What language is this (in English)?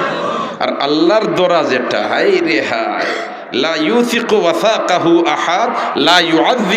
Sylheti